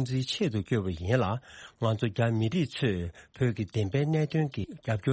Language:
Tibetan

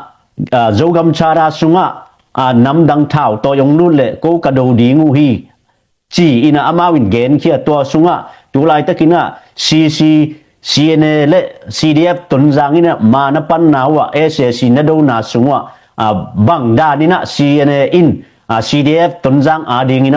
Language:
Tedim Chin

